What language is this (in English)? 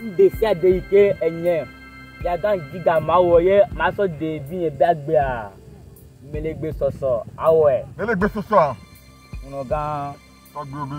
Ewe